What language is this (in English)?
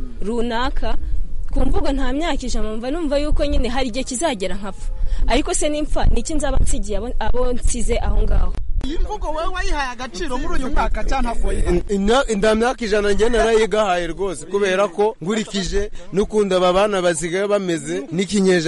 Kinyarwanda